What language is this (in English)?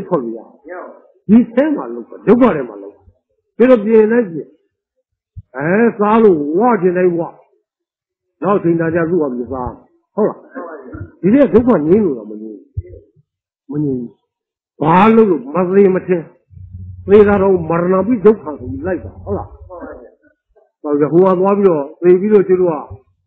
Burmese